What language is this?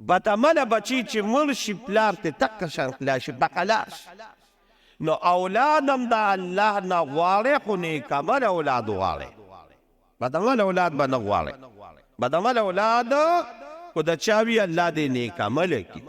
Pashto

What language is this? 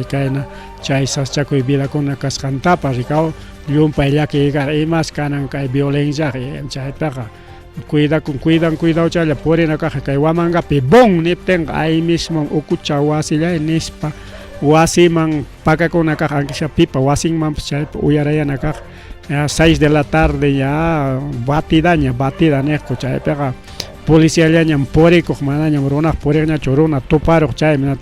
Ayacucho Quechua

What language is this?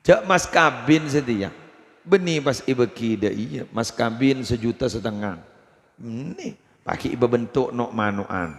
Madurese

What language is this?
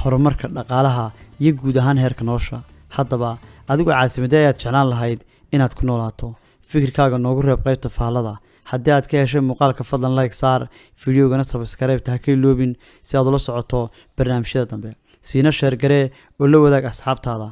Somali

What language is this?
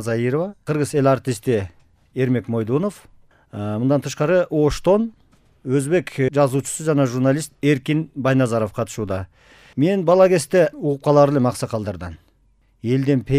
Kyrgyz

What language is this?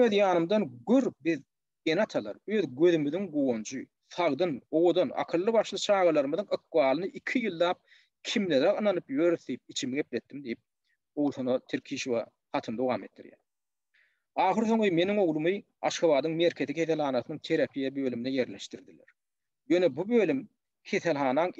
Turkmen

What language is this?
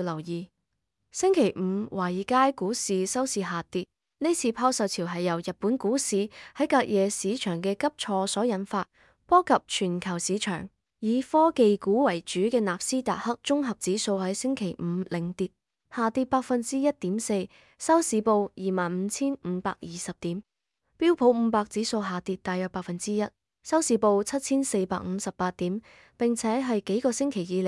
Cantonese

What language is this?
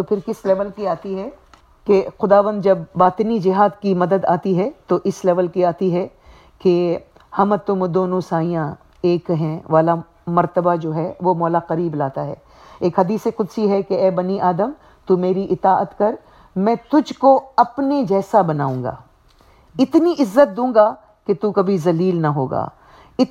Urdu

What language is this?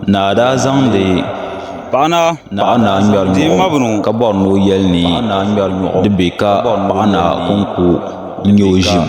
Dagbani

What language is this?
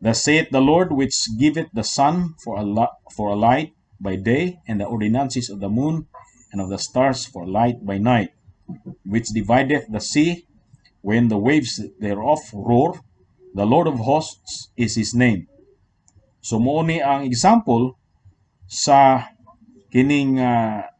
Cebuano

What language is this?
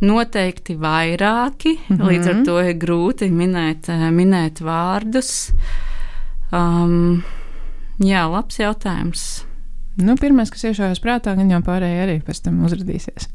Latvian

